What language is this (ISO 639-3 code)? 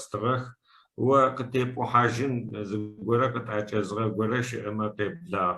ady